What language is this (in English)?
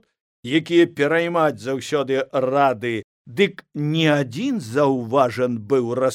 Belarusian